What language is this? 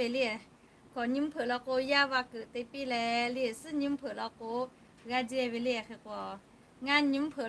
Lahu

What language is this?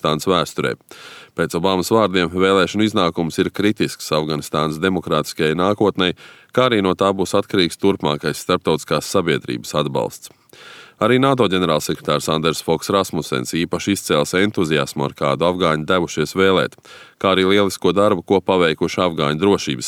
Latvian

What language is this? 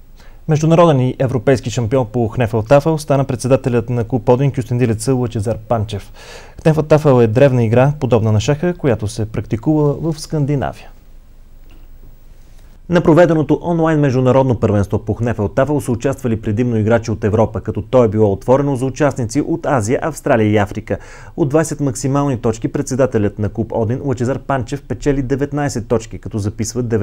Bulgarian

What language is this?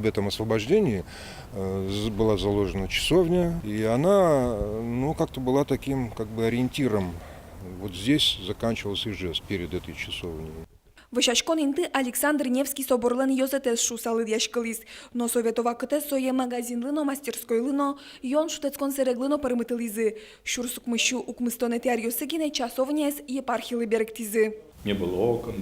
Udmurt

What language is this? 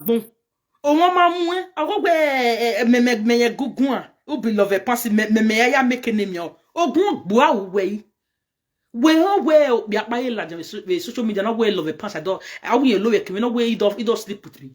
Nigerian Pidgin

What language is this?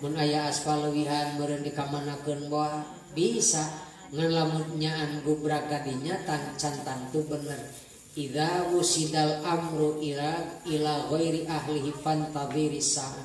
Sundanese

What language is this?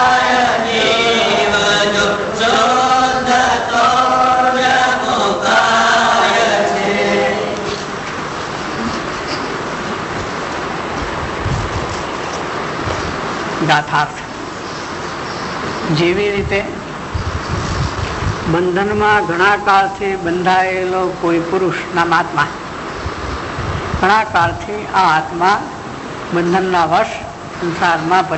Gujarati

